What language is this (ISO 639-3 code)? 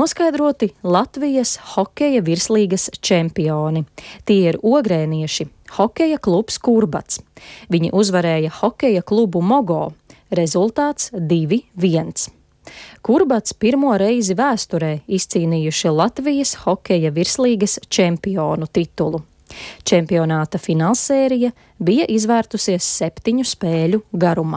lav